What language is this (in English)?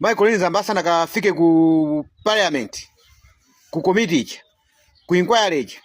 Nyanja